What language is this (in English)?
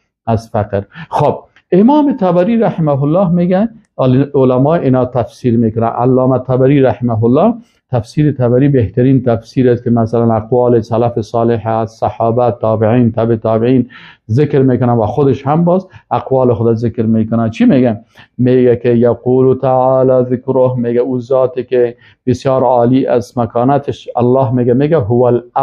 Persian